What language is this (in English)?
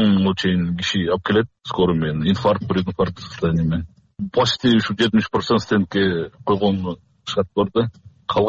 Kyrgyz